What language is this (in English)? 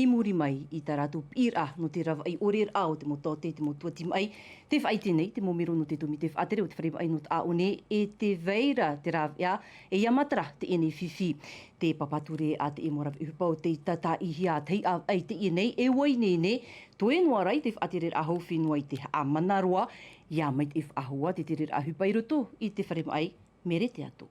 Tahitian